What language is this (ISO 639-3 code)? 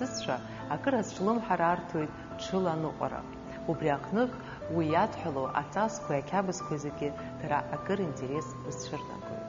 abk